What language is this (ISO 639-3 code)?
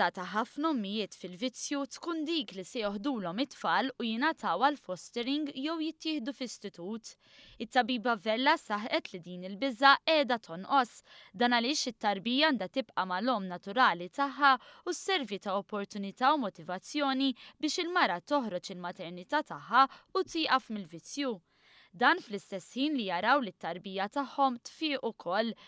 mlt